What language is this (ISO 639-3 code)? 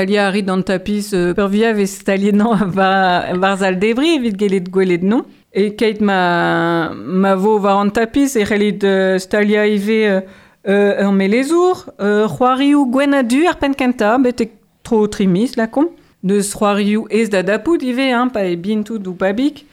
bre